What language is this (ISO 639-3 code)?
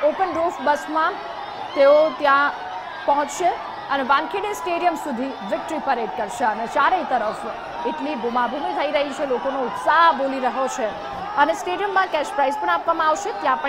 guj